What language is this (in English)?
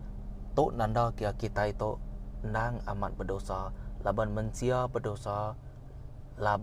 Iban